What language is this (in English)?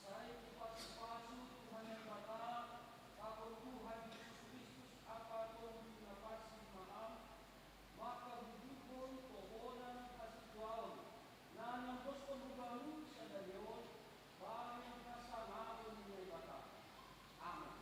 Batak Simalungun